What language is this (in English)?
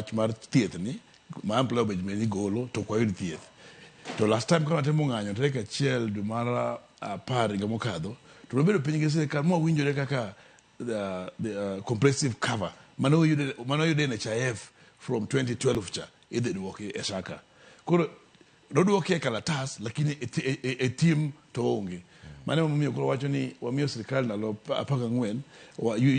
Luo (Kenya and Tanzania)